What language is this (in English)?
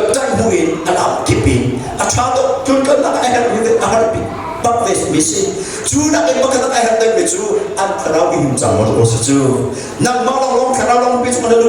Hakha Chin